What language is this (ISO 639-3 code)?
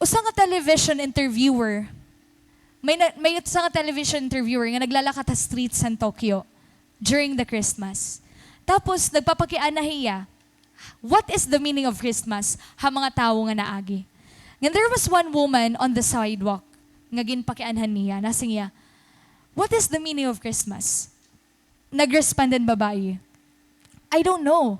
war